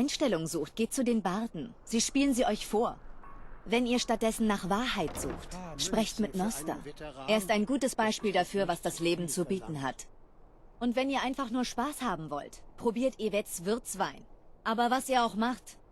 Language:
Bavarian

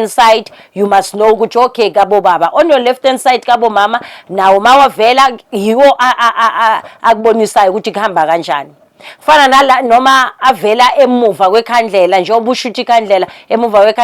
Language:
Zulu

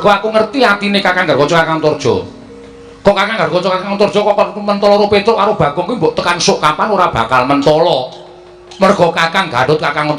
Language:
Javanese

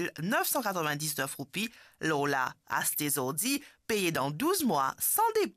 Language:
Morisyen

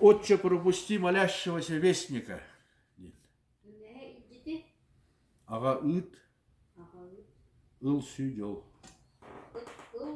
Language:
Yakut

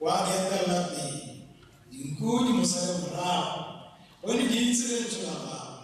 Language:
Tswana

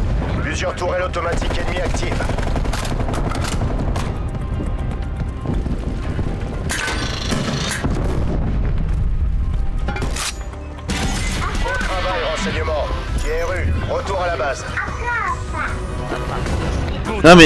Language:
French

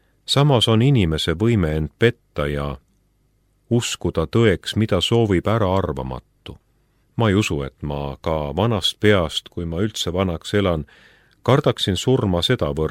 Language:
Estonian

